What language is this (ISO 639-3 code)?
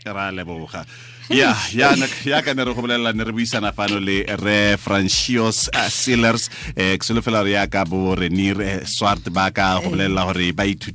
tsn